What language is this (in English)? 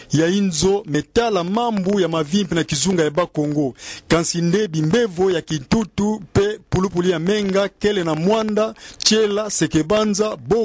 Kituba (Democratic Republic of Congo)